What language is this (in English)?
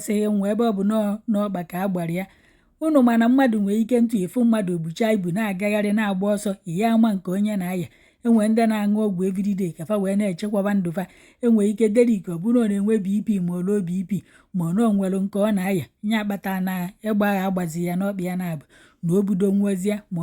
Igbo